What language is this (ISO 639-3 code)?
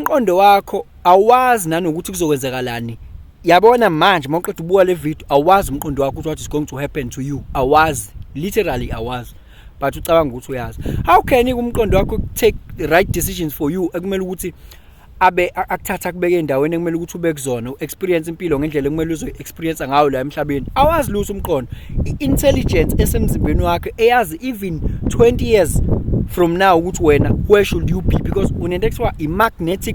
zul